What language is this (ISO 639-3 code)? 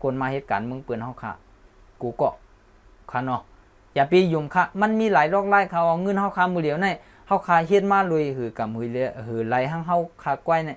shn